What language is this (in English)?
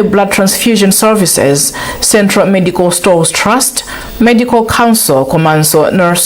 Nyanja